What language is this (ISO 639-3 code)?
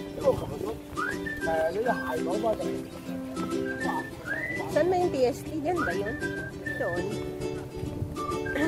fil